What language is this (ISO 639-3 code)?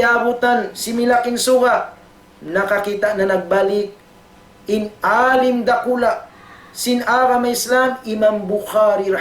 tsg